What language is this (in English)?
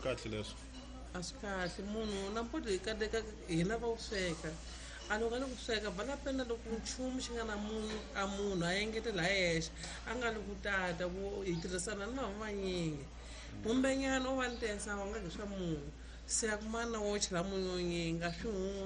Tsonga